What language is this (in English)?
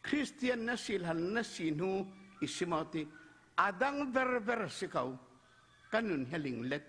Falam Chin